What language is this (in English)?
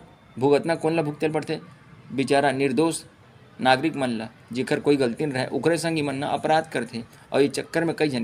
Chhattisgarhi